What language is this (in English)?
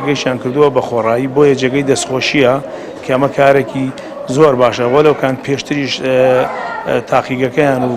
Central Kurdish